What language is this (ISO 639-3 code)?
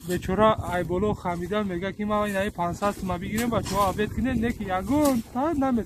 tgk